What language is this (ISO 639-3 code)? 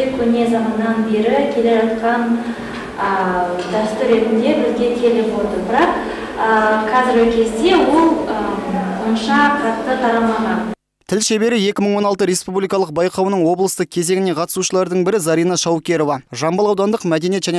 kaz